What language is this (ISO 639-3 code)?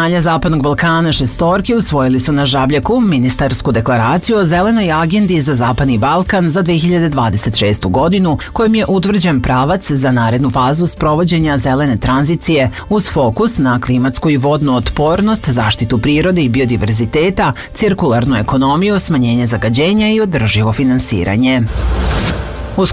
srp